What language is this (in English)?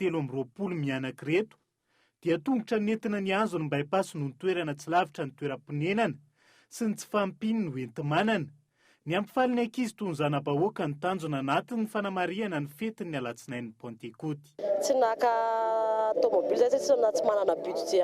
Malagasy